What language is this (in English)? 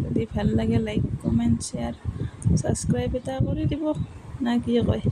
Assamese